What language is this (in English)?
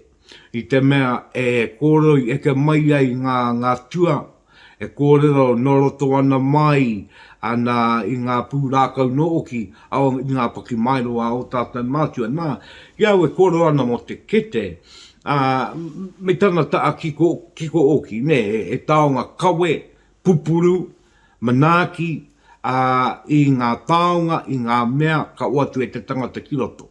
Māori